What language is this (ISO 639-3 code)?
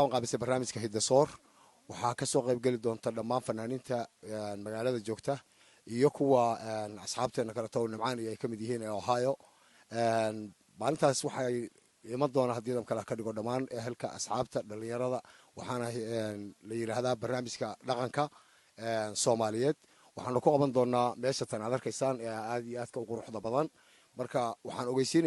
som